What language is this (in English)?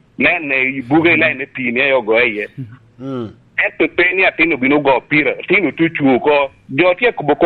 Lango (Uganda)